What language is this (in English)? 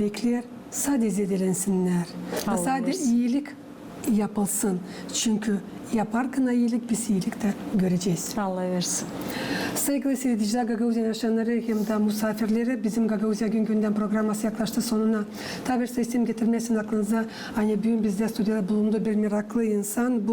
Gagauz